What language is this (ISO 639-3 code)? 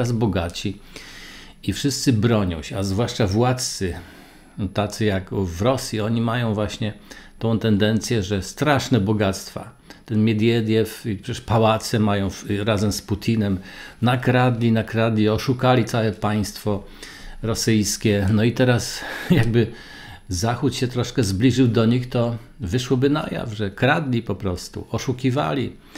pol